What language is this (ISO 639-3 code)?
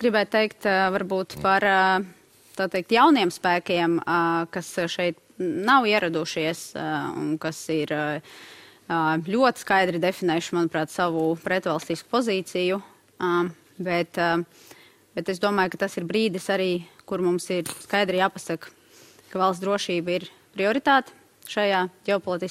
lav